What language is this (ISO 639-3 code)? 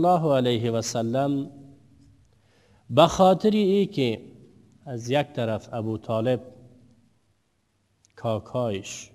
fas